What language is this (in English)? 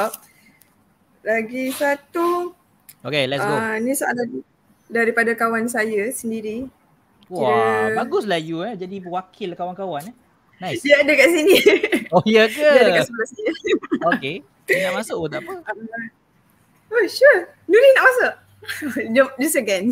Malay